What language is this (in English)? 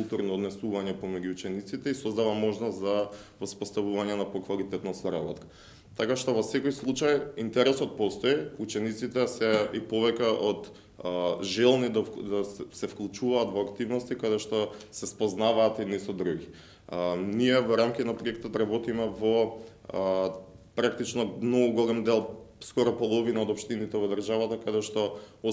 Macedonian